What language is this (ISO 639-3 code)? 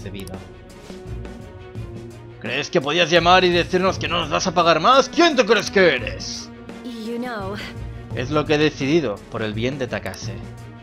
spa